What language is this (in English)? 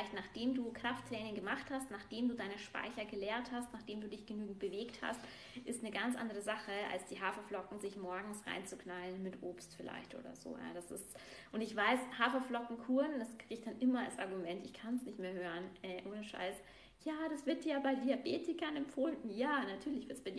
German